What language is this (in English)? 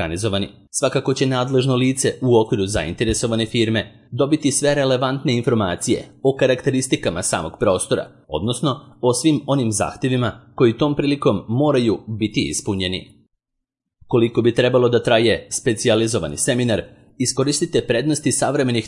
Serbian